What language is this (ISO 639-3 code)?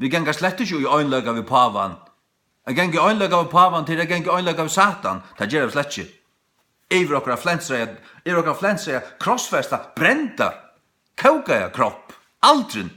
fao